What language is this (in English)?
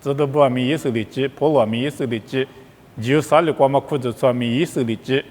Lisu